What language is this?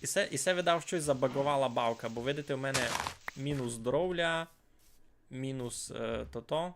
Rusyn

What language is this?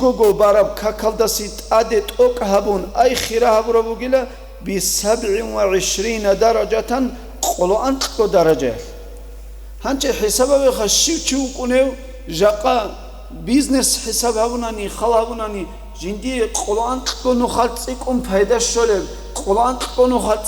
Avaric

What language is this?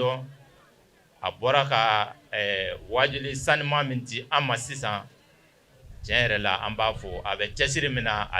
Bambara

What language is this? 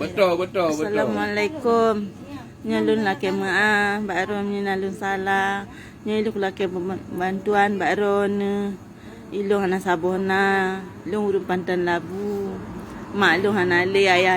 Achinese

